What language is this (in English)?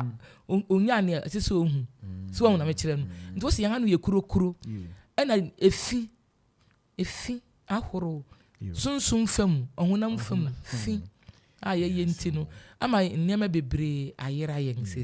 Akan